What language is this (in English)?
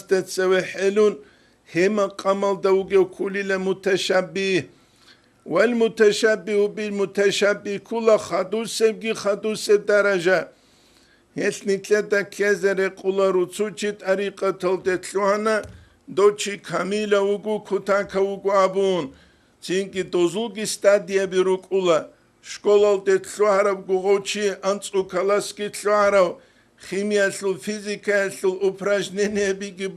Avaric